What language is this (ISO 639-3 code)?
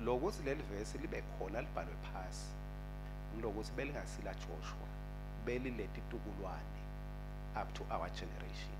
ssw